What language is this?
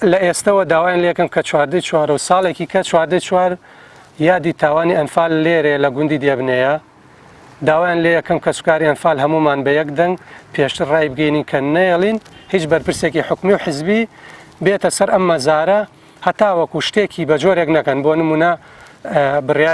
Central Kurdish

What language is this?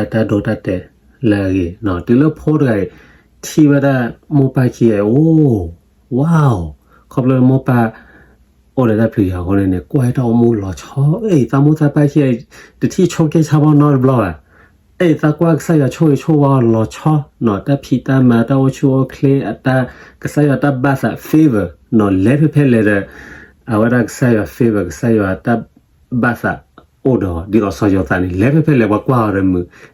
S'gaw Karen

